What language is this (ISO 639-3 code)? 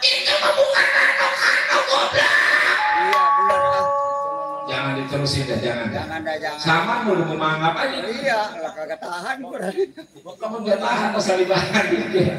bew